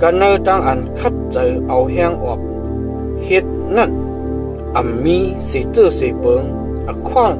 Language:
Shan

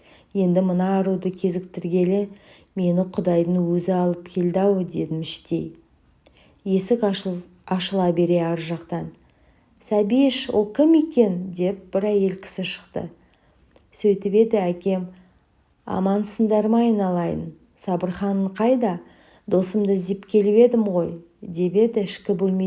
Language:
Kazakh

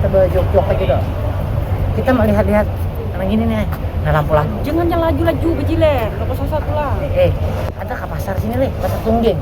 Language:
Banjar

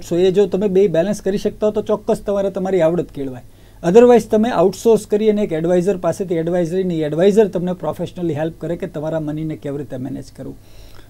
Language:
Gujarati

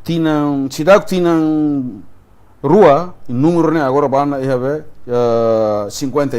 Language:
Tetum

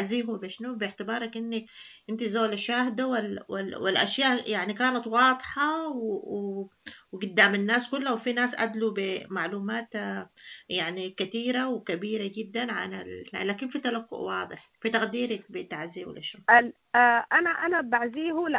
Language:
Sudanese Arabic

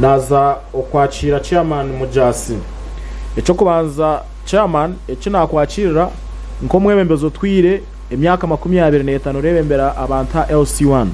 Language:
Nyankole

